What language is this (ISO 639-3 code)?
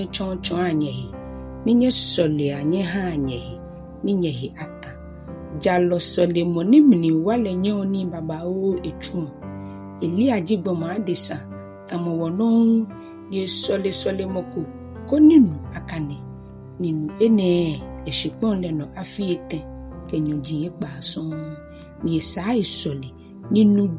gaa